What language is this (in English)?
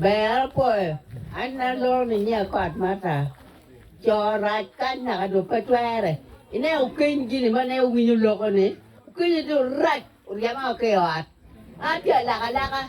Acoli